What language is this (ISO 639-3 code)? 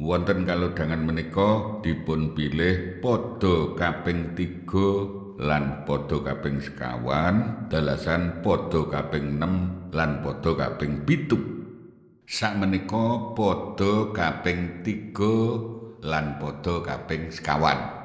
jav